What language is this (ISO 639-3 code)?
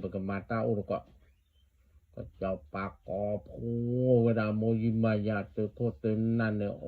ksw